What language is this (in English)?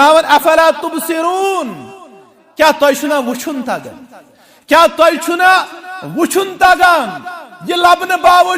Kashmiri